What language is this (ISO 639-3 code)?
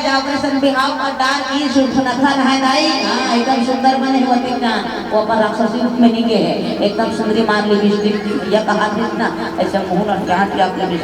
hne